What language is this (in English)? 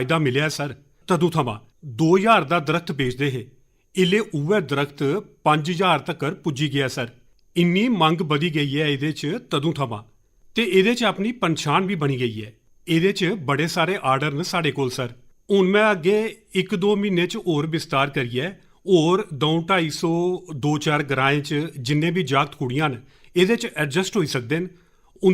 Dogri